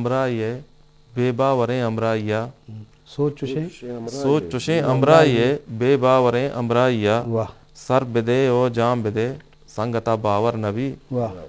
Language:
Eastern Balochi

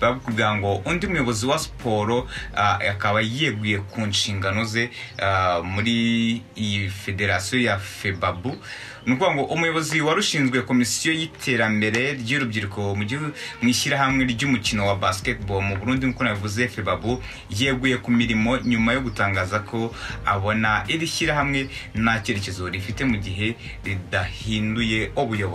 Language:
Kinyarwanda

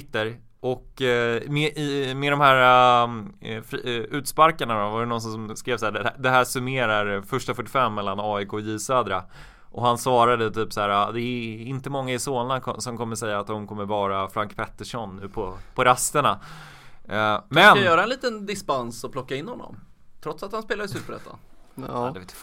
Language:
Swedish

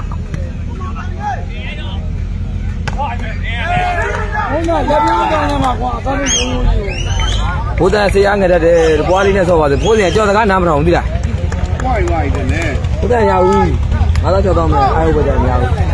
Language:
Burmese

